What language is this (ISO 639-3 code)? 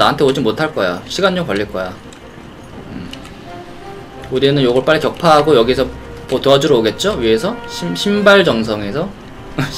kor